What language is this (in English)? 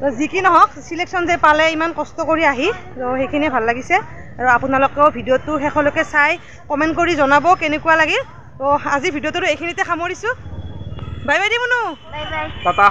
Assamese